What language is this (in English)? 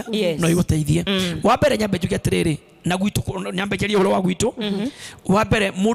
Kikuyu